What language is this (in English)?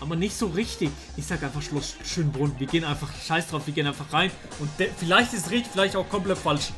Swiss German